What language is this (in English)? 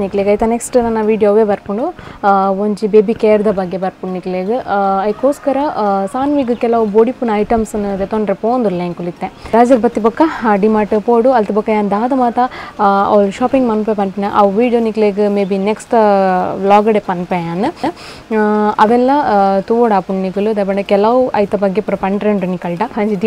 Tulu